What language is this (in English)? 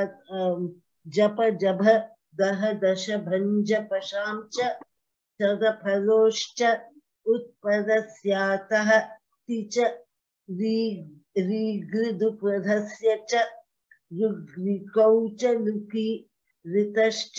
Sanskrit